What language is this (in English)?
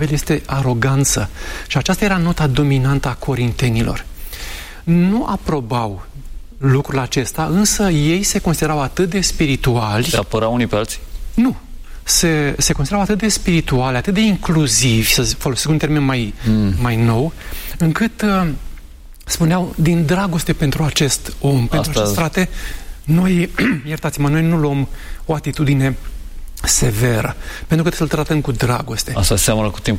Romanian